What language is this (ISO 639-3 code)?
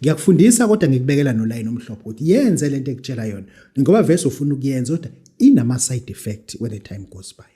zul